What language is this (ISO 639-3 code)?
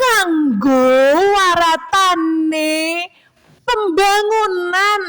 jav